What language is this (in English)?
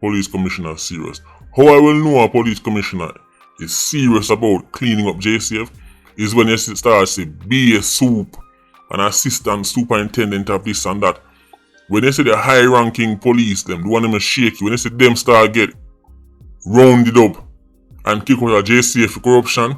Jamaican Creole English